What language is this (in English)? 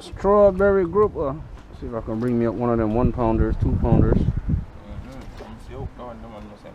Jamaican Creole English